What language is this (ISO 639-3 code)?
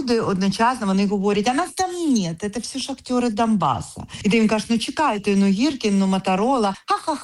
ukr